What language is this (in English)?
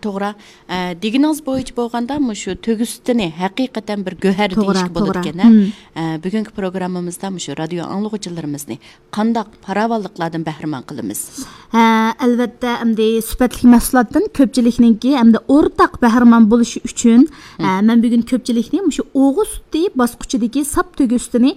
Uyghur